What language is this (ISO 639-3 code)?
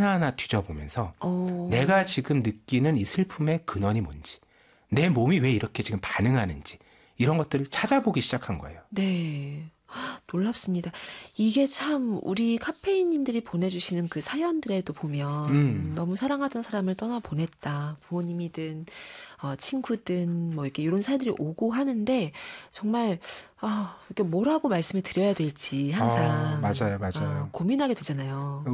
kor